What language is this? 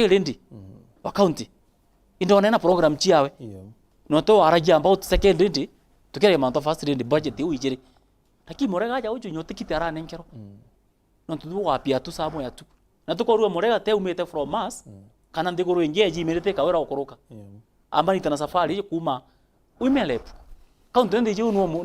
Meru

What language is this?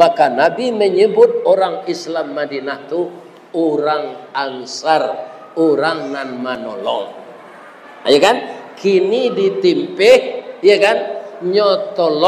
Minangkabau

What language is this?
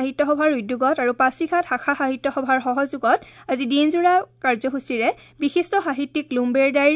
Assamese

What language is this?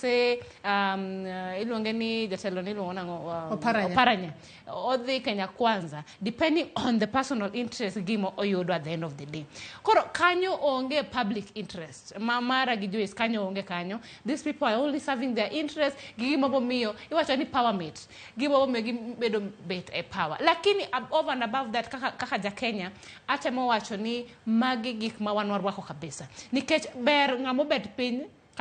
Luo (Kenya and Tanzania)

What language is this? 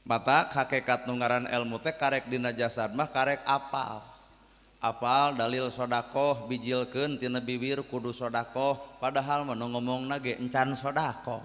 Sundanese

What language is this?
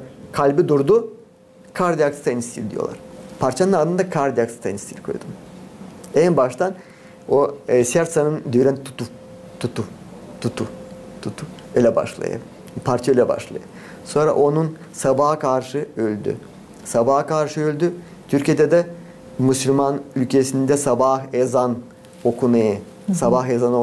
Gagauz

